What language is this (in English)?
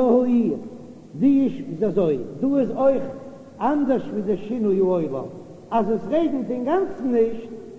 Yiddish